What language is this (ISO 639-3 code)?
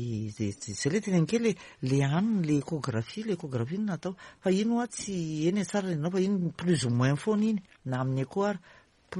mlg